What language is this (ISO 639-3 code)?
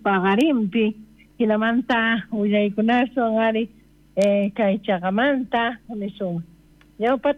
quh